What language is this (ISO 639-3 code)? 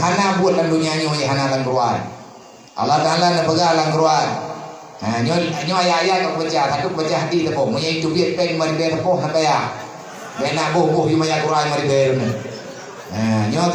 ace